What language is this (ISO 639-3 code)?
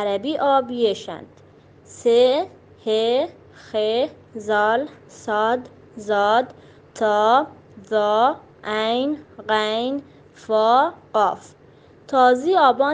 bal